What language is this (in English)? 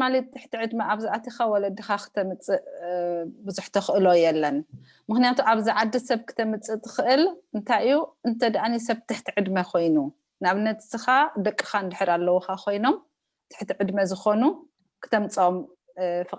Tigrinya